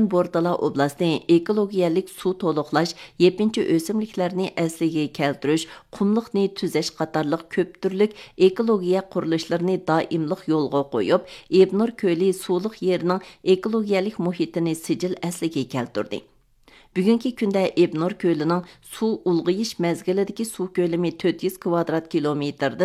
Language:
Uyghur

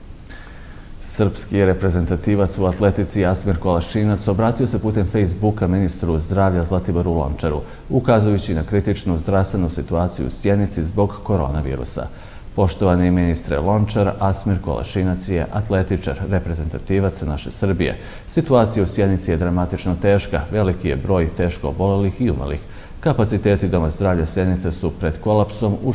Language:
Serbian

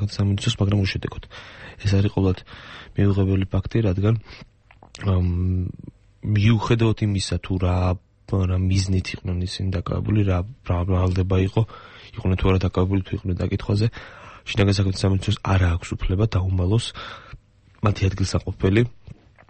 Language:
Georgian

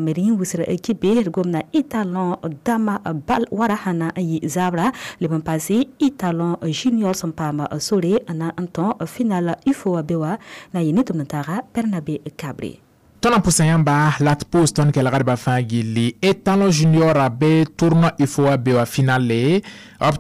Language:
Mossi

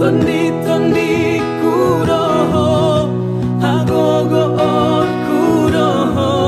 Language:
Batak Toba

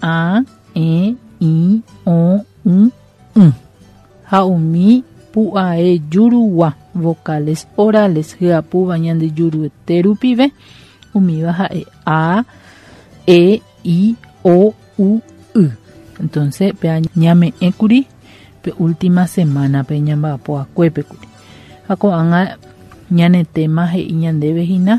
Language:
Guarani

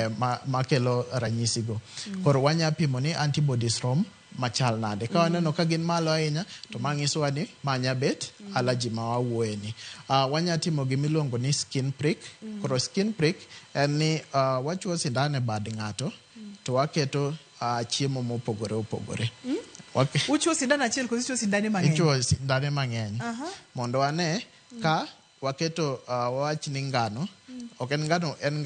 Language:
Luo (Kenya and Tanzania)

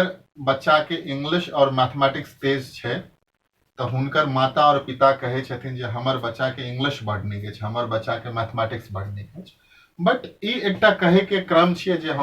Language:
Maithili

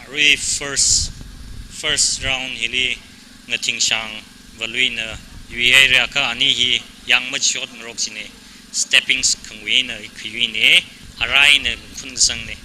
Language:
Tangkhul Naga (India)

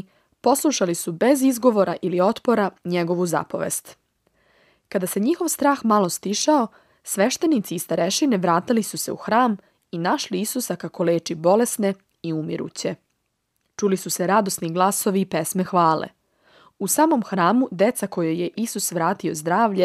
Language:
Serbian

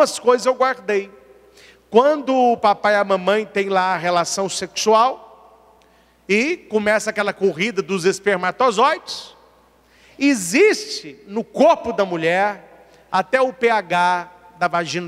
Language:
Portuguese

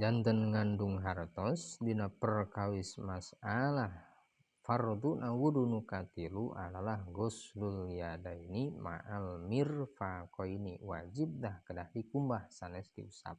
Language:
Sundanese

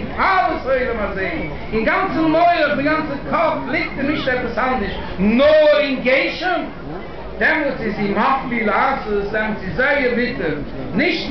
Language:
Yiddish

